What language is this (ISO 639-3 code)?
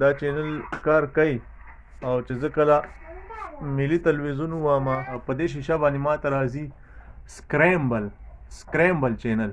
pus